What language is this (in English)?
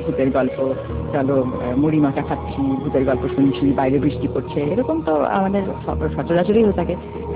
Bangla